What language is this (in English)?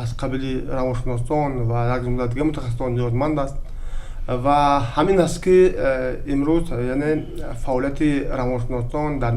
Tajik